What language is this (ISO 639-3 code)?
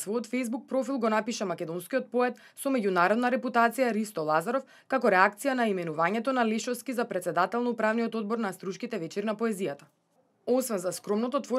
mkd